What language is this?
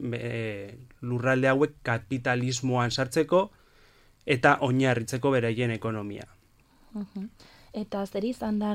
Basque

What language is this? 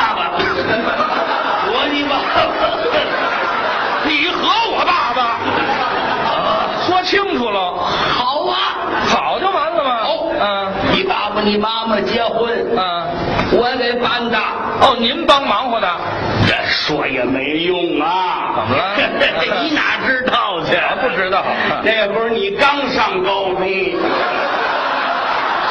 Chinese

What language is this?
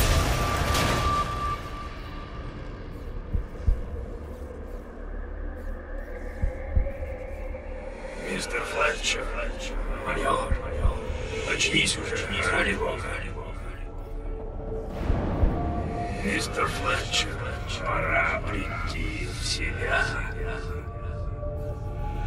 Russian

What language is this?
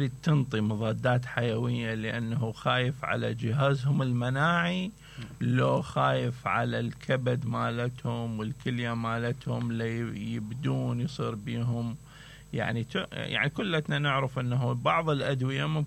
Mesopotamian Arabic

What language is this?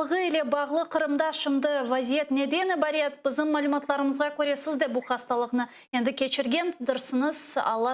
Crimean Tatar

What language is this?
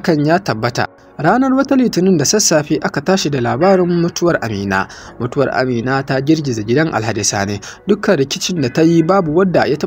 Hausa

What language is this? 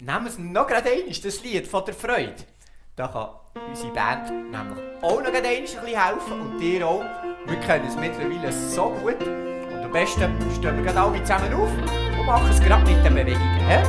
Swiss German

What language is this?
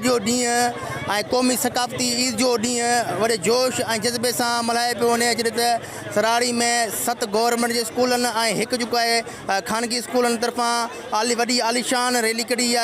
Sindhi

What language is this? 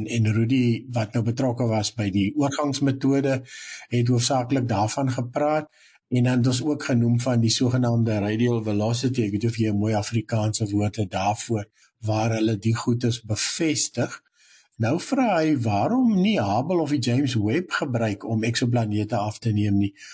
Afrikaans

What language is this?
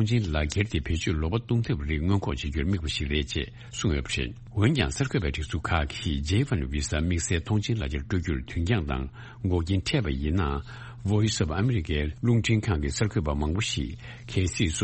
Tibetan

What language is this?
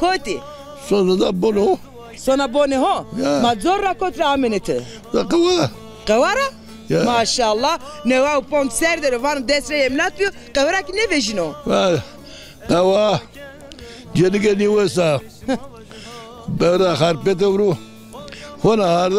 Zaza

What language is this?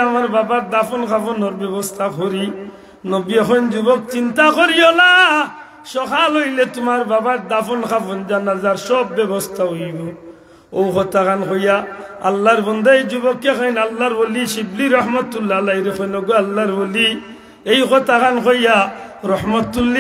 Sylheti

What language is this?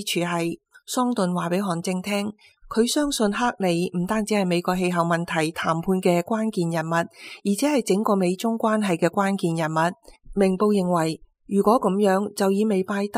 Cantonese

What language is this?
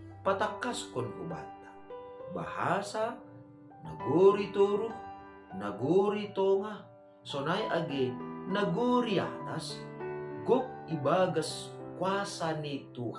Batak Simalungun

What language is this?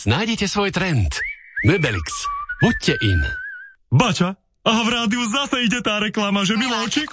Slovak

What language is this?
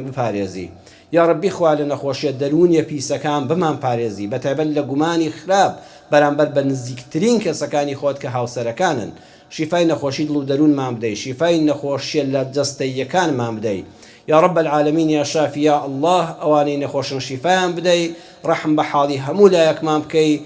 Central Kurdish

